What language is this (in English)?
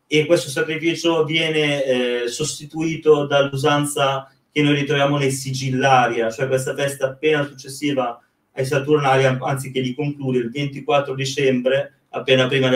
Italian